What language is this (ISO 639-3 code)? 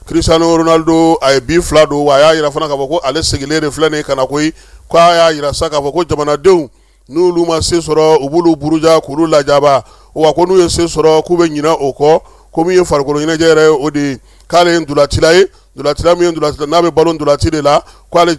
bam